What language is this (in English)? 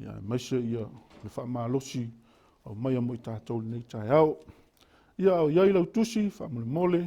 Samoan